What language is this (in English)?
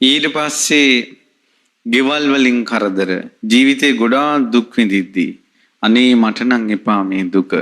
Sinhala